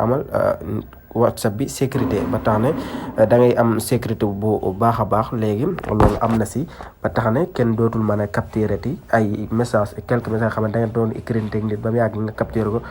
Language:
Wolof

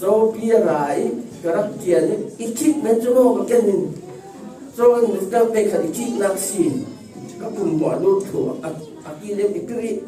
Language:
Falam Chin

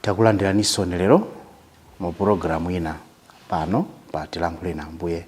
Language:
Nyanja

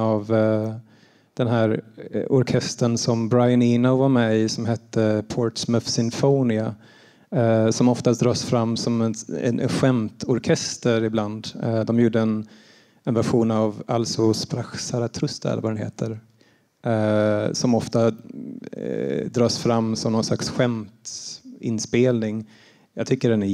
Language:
Swedish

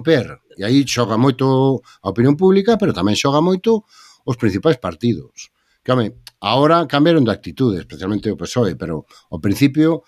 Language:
Galician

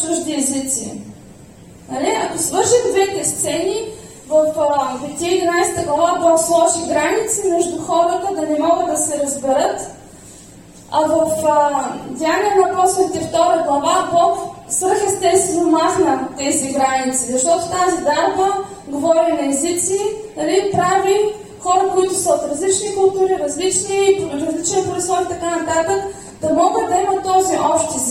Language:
Bulgarian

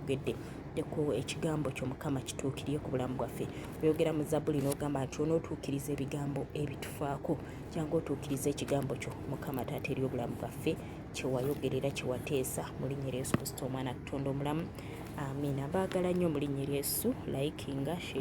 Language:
Ganda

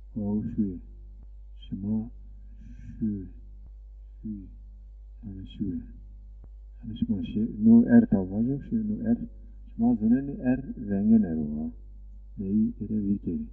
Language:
Zaza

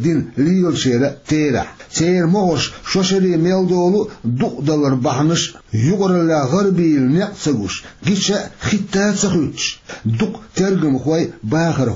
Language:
Chechen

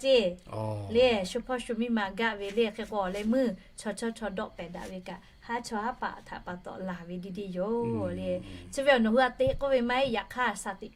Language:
Lahu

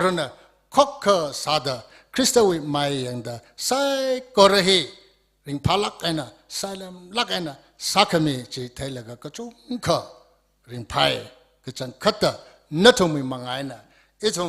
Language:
Tangkhul Naga (India)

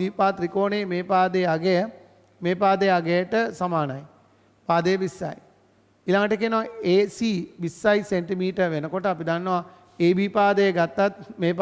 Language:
Sinhala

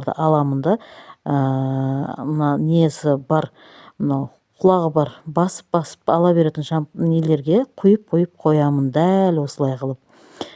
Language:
Kazakh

